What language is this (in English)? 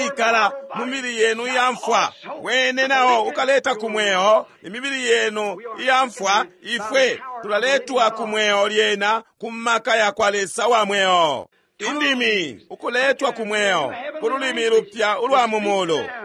Bemba